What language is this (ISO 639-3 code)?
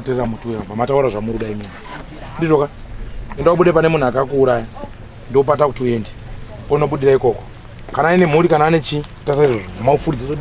sna